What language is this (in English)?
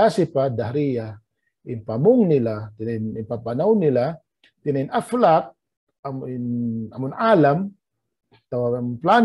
Tausug